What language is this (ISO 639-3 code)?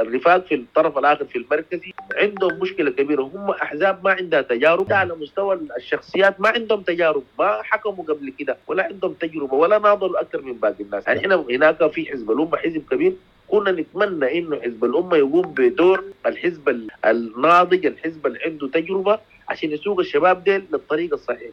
apd